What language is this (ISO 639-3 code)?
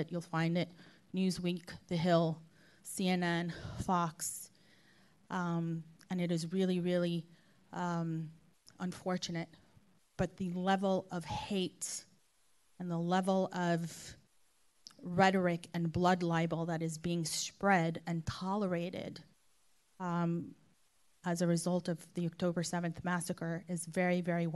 eng